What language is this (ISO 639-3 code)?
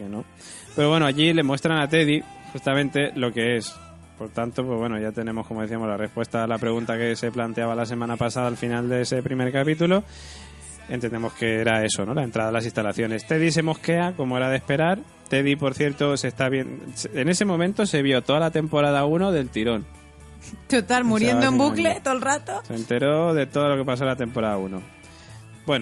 spa